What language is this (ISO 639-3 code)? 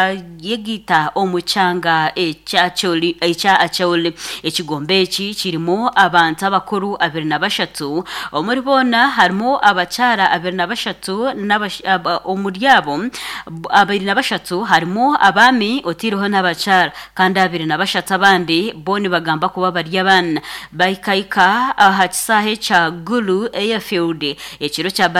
nyn